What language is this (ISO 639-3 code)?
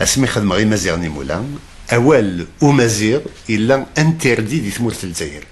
kab